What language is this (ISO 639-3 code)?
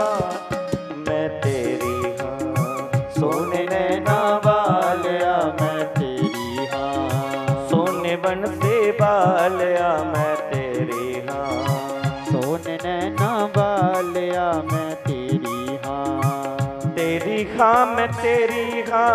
doi